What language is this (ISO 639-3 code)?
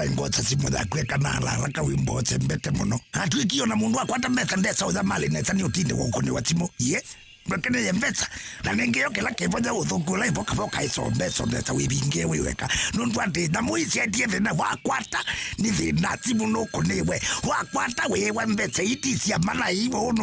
kam